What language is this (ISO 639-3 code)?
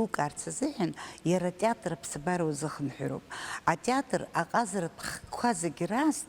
abk